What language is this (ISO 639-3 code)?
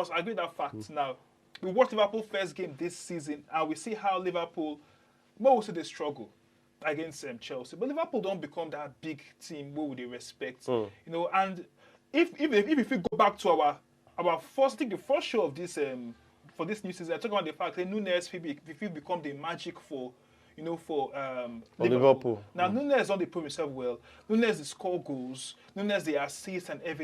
pcm